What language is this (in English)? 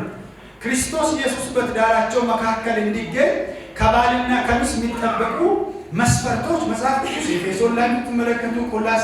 Amharic